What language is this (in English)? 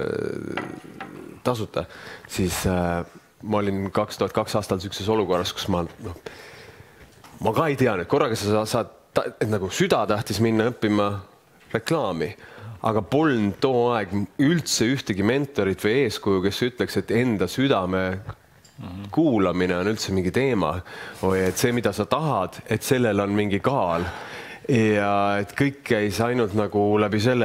Estonian